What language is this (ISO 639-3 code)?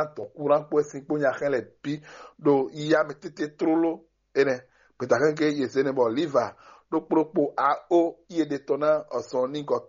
fon